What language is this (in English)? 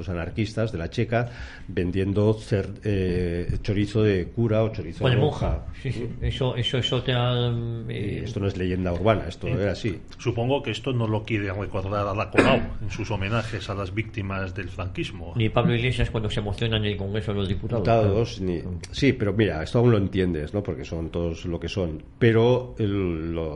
Spanish